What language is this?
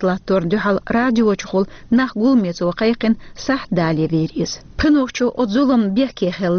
Chechen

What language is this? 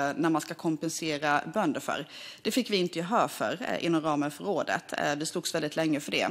Swedish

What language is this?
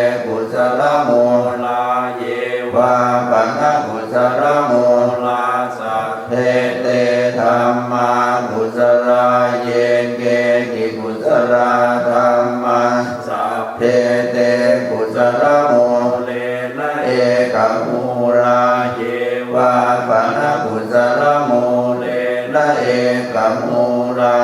Pali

